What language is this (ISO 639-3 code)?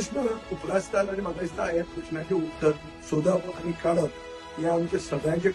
kok